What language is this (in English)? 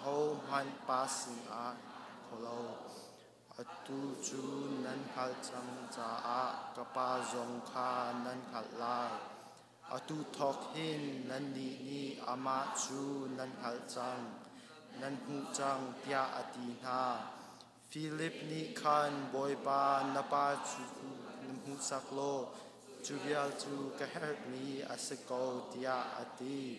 Hakha Chin